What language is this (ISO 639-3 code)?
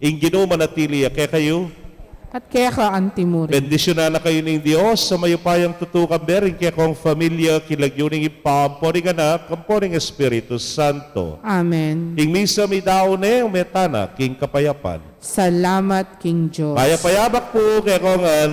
pam